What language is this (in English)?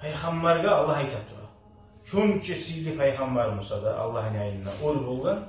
Kumyk